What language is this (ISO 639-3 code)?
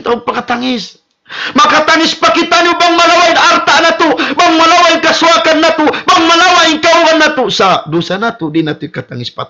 tsg